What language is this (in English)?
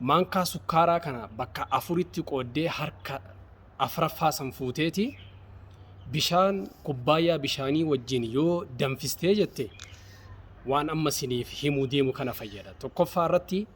Oromo